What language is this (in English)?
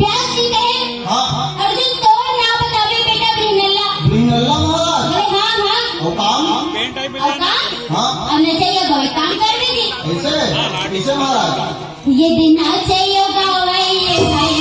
Chhattisgarhi